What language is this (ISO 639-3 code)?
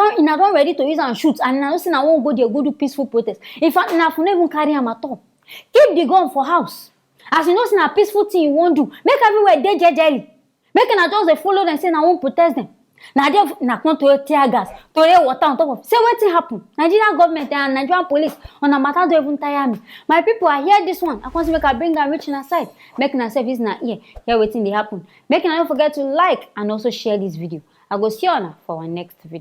pcm